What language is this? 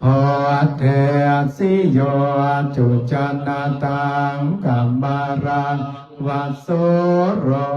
Pali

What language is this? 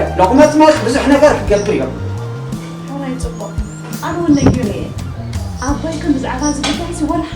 Tigrinya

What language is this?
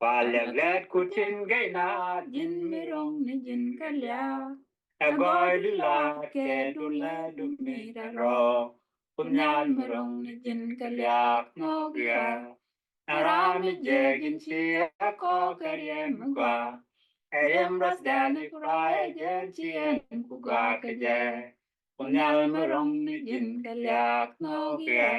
Nuer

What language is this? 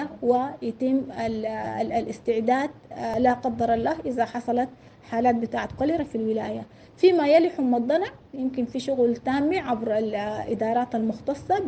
Sudanese Arabic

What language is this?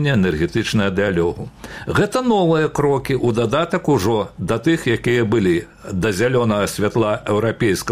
Belarusian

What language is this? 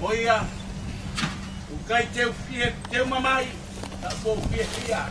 Tongan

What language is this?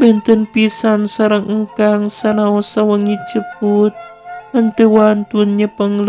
Sundanese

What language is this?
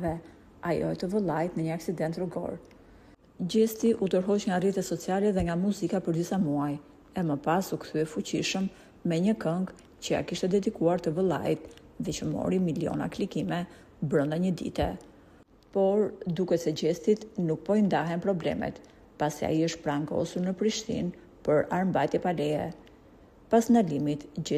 Albanian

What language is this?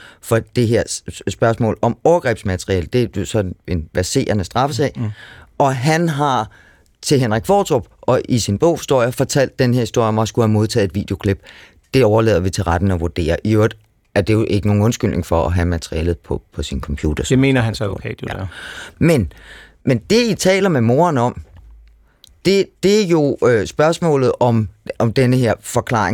Danish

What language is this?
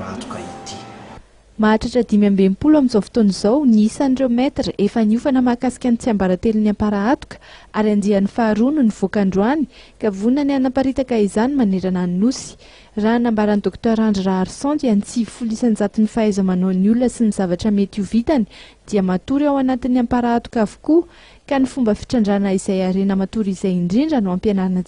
Malagasy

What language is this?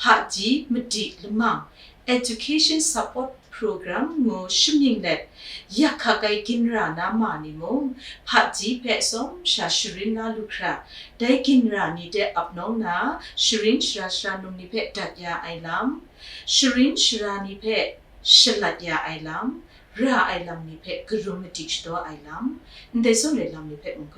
Kachin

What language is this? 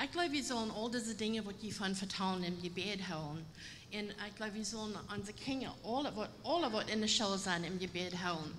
Plautdietsch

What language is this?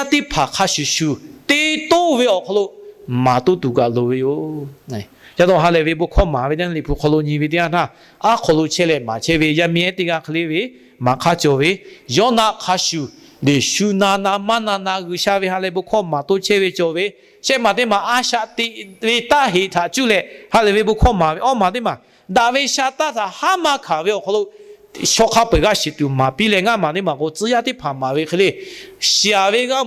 Lahu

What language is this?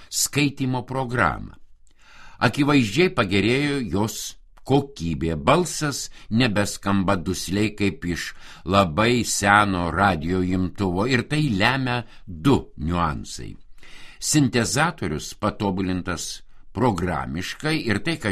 Lithuanian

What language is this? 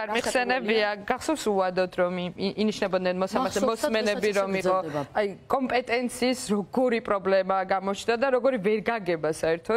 Georgian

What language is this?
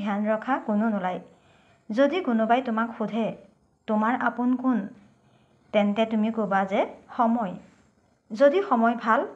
Assamese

